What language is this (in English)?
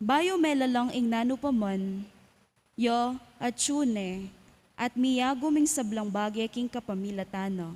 Pampanga